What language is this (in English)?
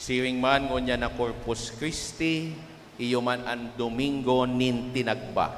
Bikol